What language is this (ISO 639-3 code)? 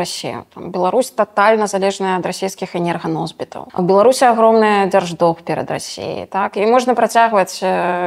bel